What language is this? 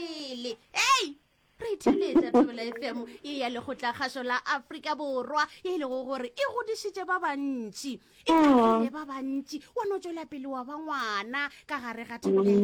Northern Sotho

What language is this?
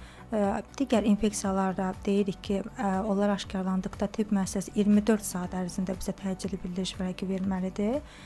Azerbaijani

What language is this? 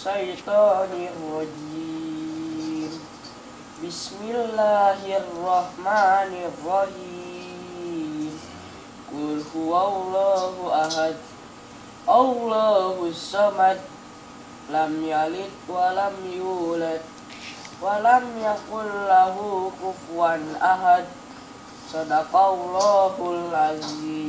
Betawi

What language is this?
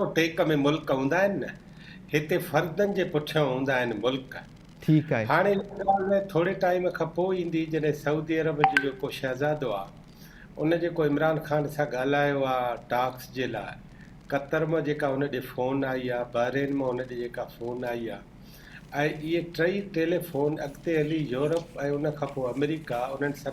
Sindhi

